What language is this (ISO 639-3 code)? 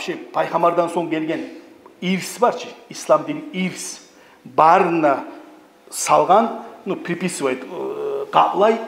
kum